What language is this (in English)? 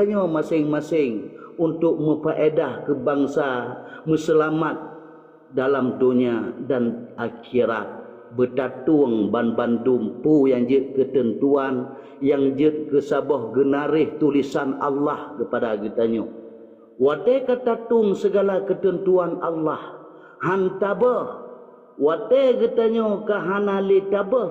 Achinese